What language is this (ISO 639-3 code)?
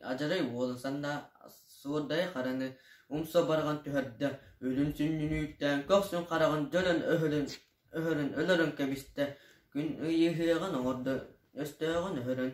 sah